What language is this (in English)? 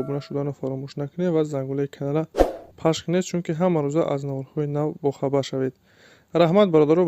Tajik